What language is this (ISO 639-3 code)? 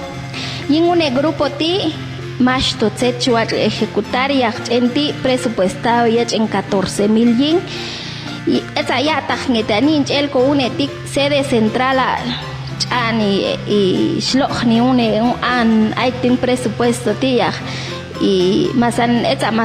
jac